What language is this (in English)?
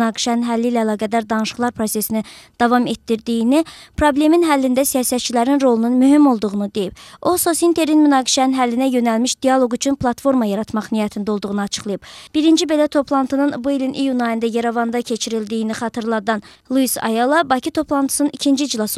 Azerbaijani